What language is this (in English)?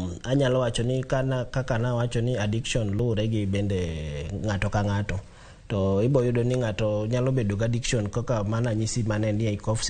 Luo (Kenya and Tanzania)